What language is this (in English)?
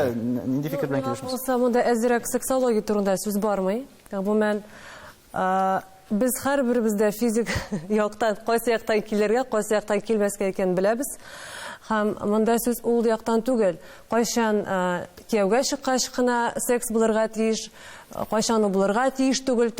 Tatar